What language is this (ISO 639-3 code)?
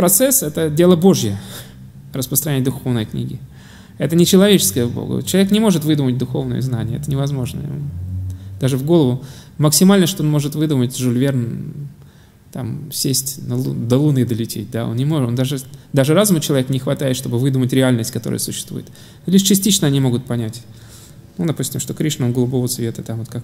rus